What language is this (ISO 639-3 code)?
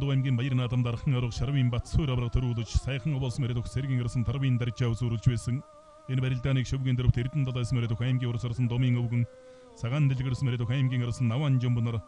mon